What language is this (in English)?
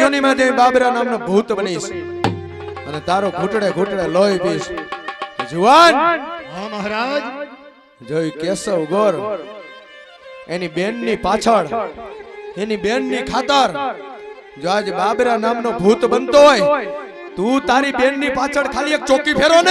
Gujarati